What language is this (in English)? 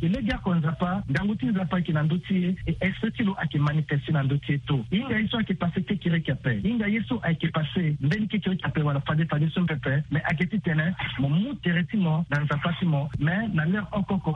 Sango